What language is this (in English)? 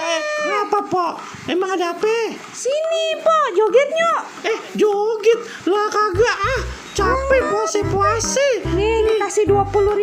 Betawi